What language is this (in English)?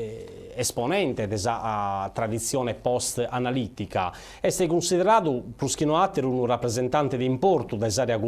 Sardinian